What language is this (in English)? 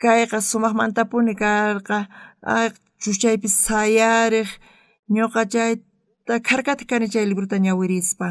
South Bolivian Quechua